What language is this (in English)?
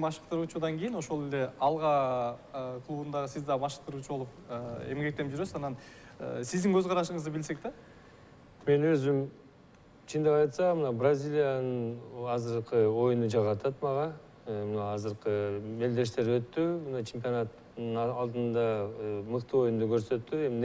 Kyrgyz